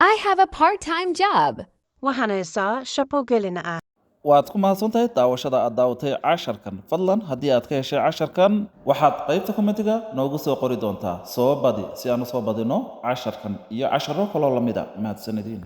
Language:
Somali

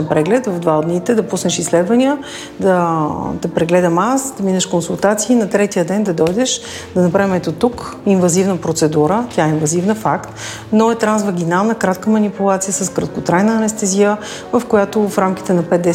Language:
Bulgarian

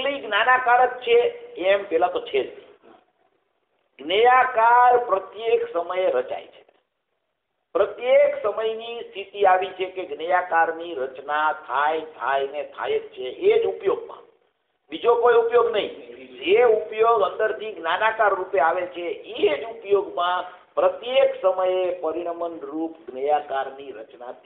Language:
Gujarati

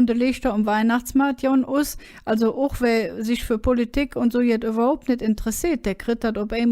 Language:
Colognian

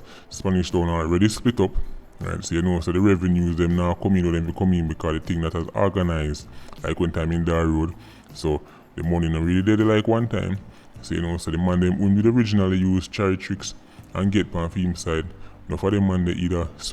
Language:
Jamaican Creole English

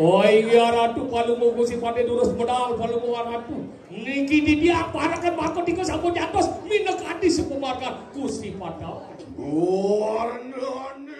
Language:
Balinese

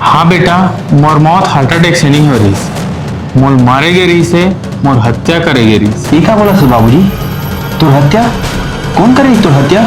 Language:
Chhattisgarhi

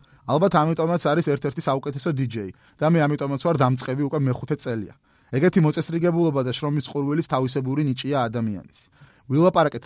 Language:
Georgian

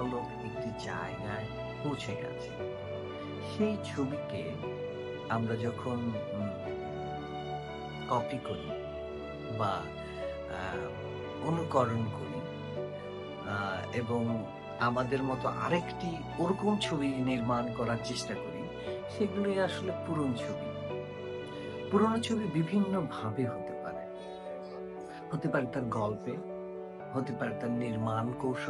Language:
Bangla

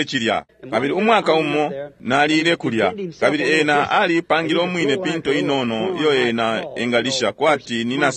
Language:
Bemba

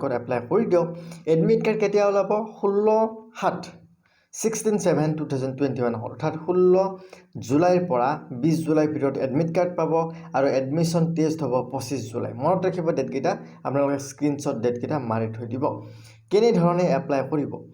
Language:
Assamese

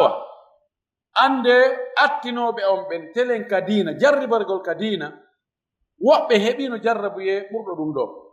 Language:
Fula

